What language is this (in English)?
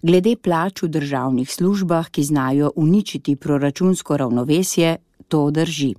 Slovenian